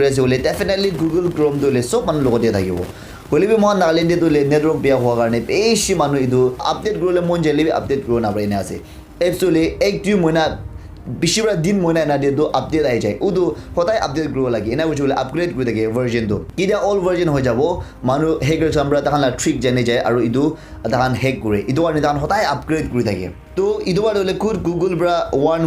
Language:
Naga Pidgin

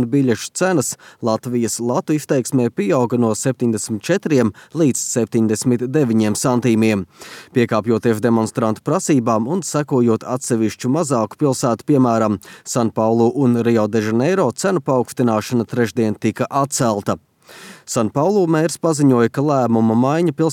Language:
Latvian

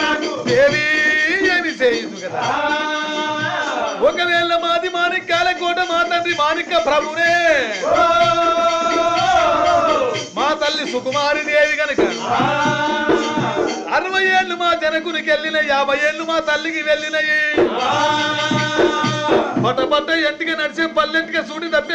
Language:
Telugu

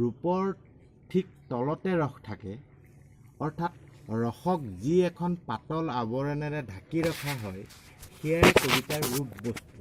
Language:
Assamese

